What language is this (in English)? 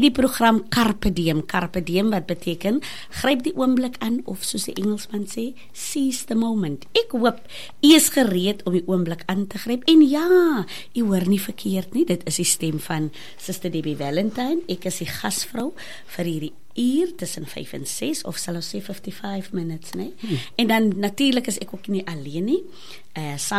Afrikaans